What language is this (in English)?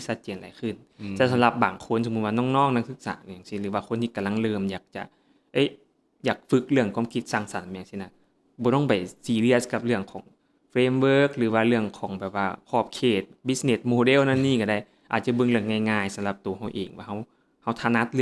Lao